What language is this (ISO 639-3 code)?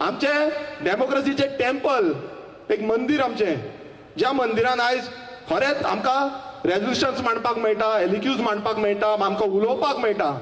kok